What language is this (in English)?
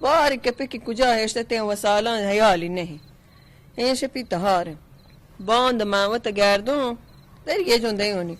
Baluchi